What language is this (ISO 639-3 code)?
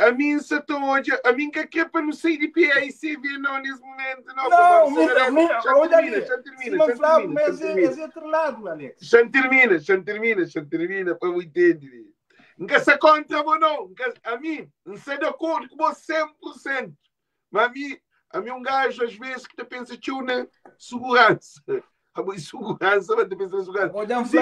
kea